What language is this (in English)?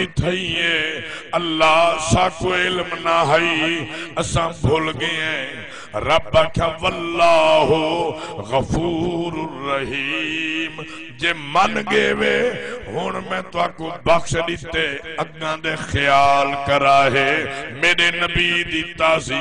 Saraiki